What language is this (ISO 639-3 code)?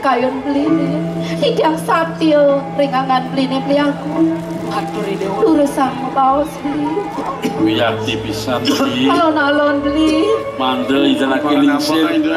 ban